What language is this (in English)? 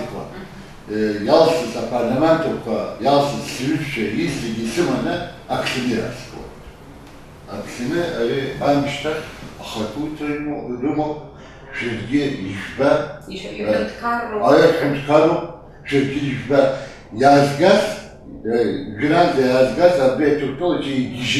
Abkhazian